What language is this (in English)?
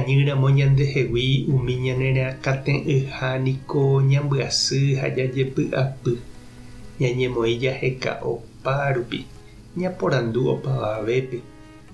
Guarani